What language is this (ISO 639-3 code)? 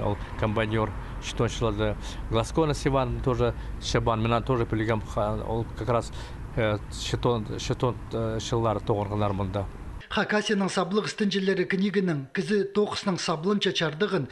kjh